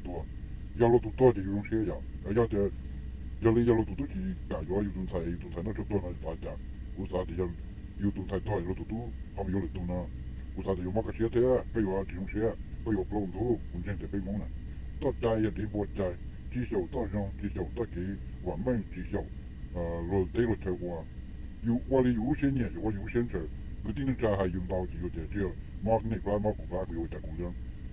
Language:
Hmong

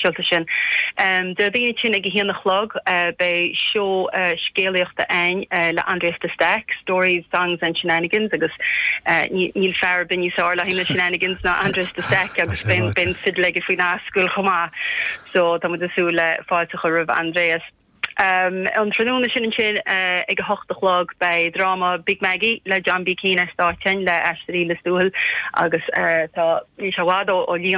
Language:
Irish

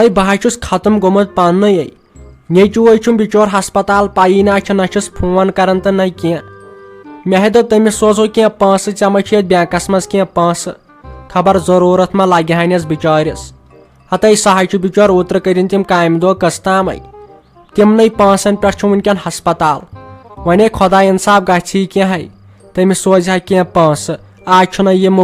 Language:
Kashmiri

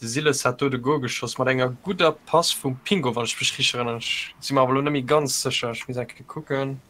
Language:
Luxembourgish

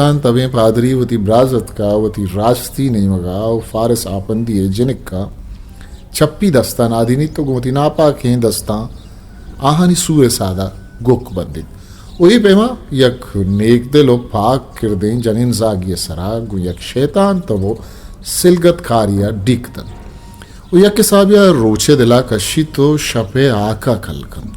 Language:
Eastern Balochi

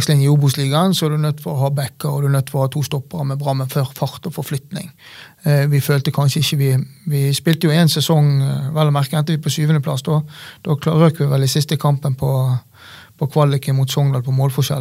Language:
Norwegian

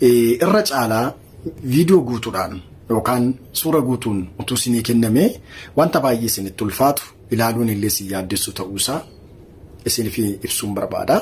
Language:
Oromo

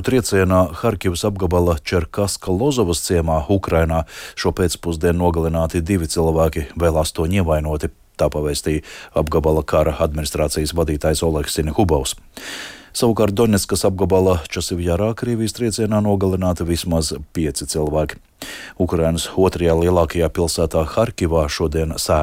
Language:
Latvian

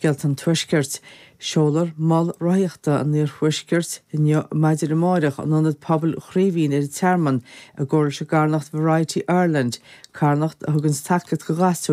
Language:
Irish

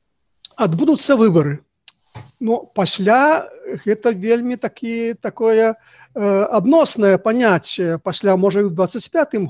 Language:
Belarusian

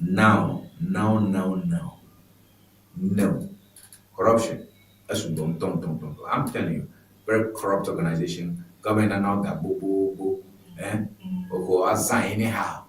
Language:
Ewe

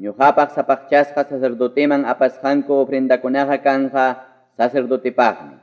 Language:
Ayacucho Quechua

